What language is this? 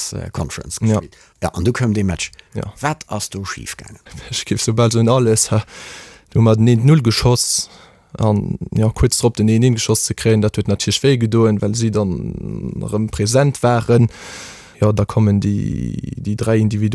Luxembourgish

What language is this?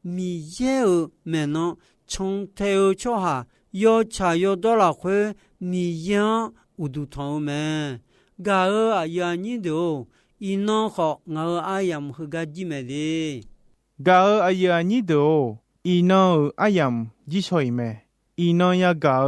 Akha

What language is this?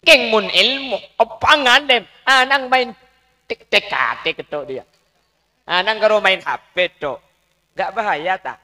Madurese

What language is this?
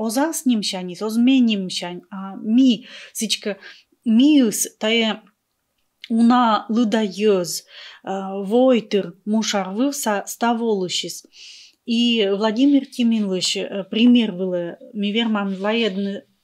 Komi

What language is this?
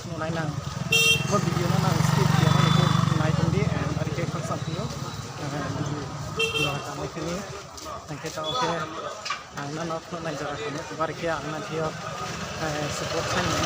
Riang (India)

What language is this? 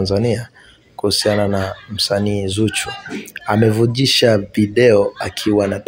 Swahili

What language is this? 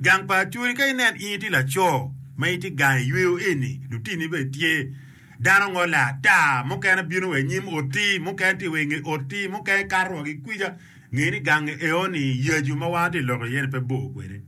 Acoli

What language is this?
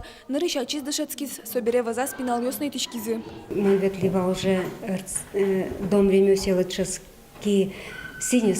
Udmurt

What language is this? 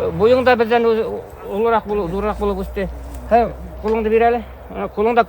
Bashkir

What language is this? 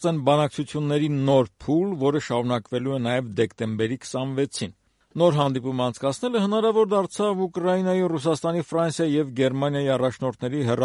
Armenian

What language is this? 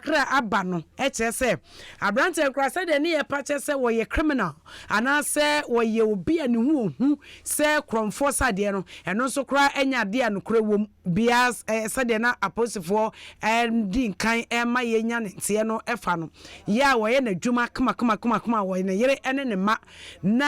Akan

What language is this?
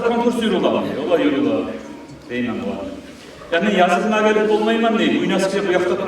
Kumyk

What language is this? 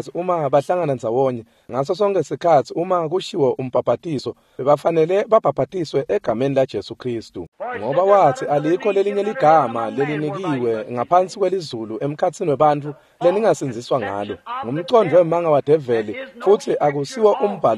Swati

